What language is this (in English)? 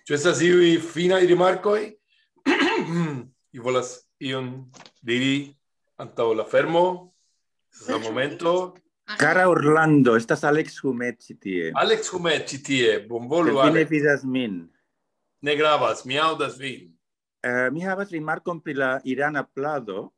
Esperanto